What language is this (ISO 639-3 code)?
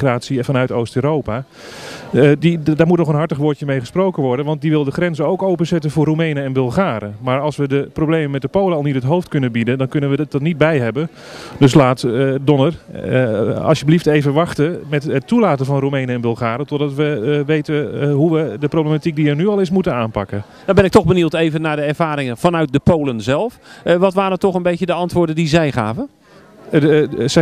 nld